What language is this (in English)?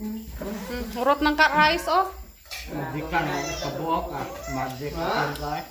Cebuano